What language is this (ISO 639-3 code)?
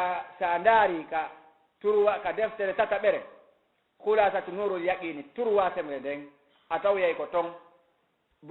ful